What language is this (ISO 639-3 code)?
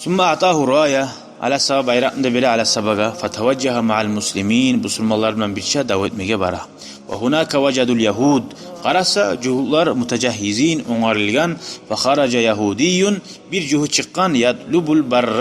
kum